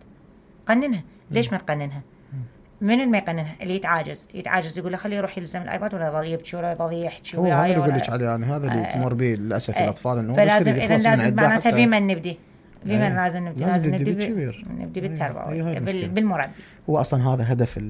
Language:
Mesopotamian Arabic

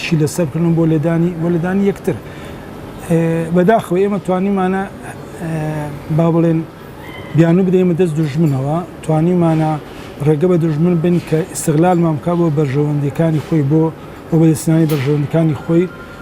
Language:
Central Kurdish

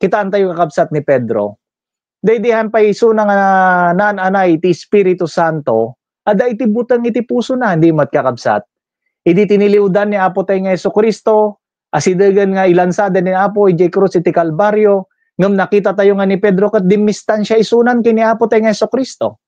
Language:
Iloko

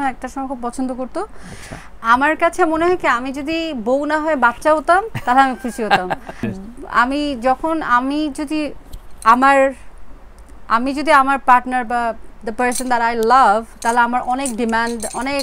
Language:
Bangla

